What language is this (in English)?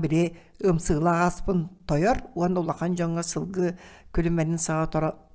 Yakut